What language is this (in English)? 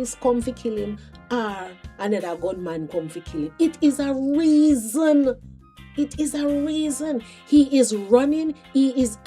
Jamaican Creole English